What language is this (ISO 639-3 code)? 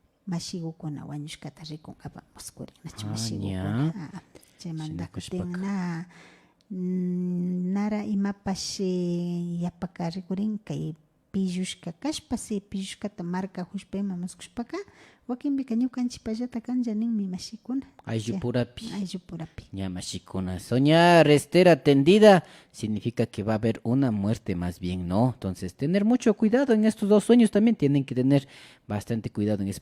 qvi